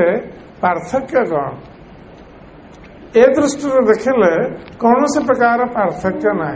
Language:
Odia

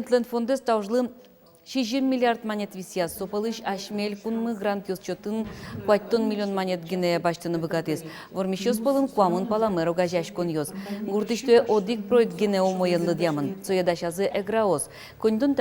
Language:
Udmurt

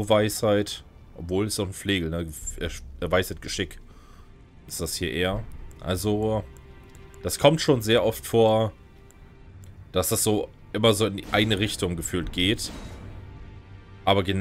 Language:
German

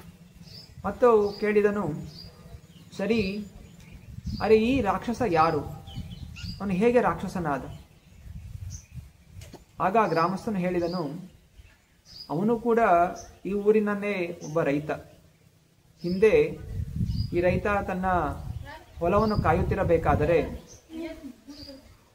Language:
Kannada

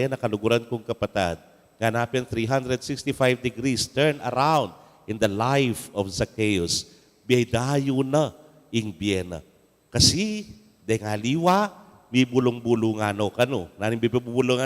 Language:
Pampanga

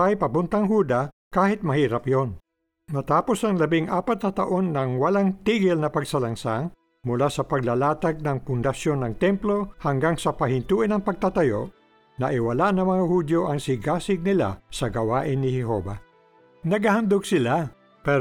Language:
Filipino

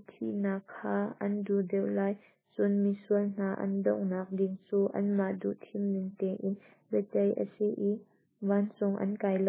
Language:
Hakha Chin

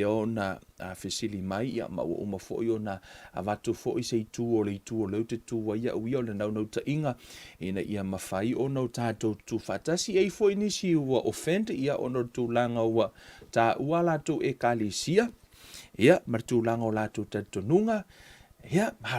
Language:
Samoan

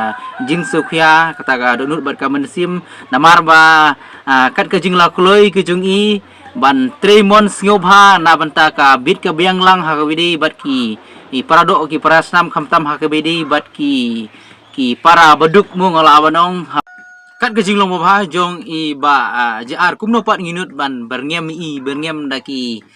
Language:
Khasi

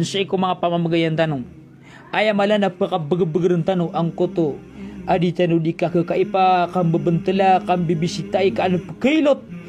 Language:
Maranao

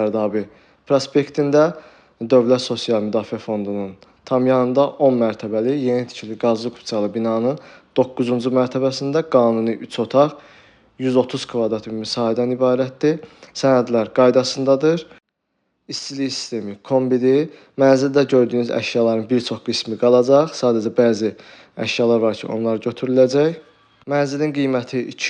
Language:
Azerbaijani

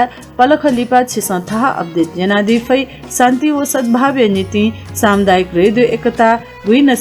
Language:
Newari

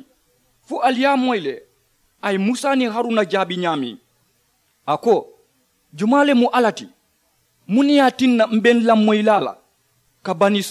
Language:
Mandingo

